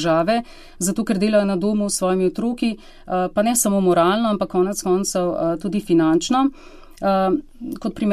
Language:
Slovenian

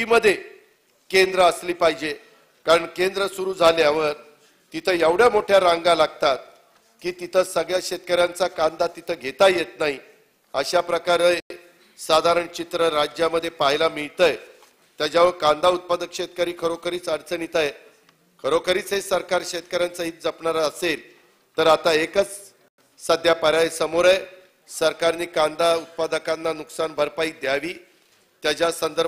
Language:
Marathi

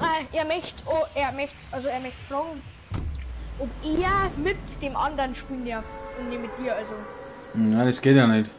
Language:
Bavarian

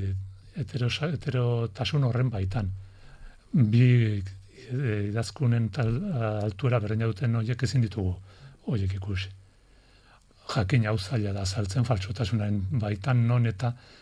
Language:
Basque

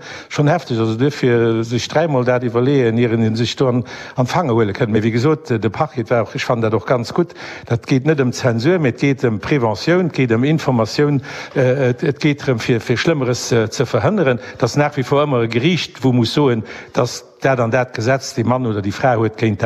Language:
Luxembourgish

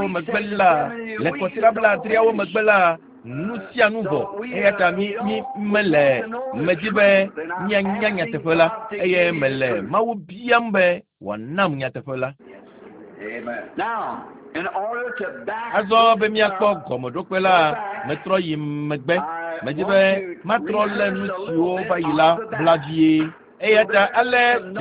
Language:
Ewe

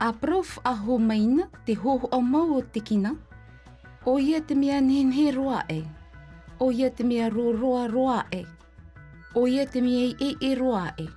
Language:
Tahitian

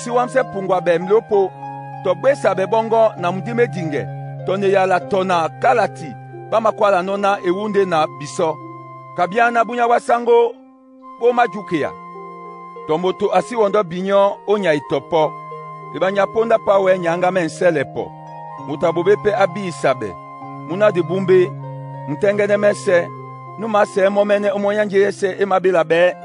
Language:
Duala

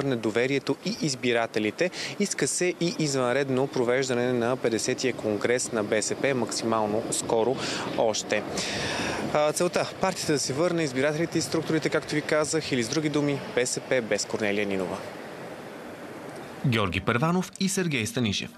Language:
Bulgarian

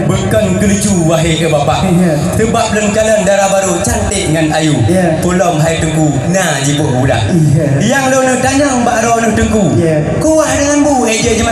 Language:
Achinese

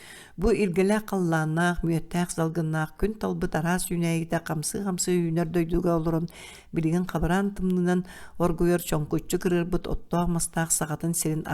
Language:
Yakut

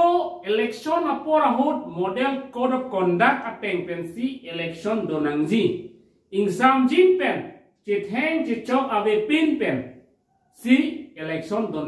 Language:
Karbi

